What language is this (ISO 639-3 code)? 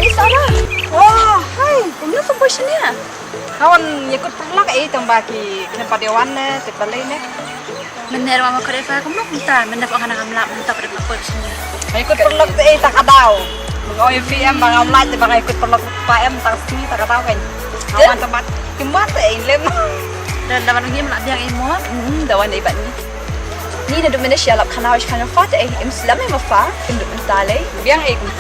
kha